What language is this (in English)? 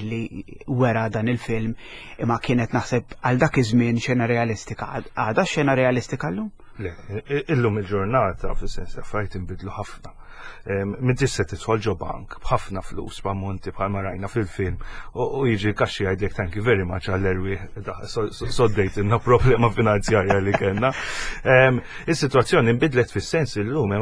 Maltese